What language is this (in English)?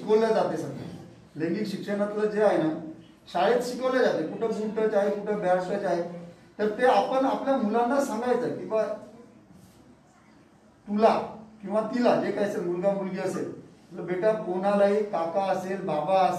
Marathi